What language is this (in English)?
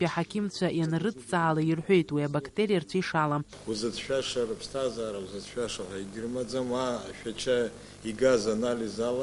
Abkhazian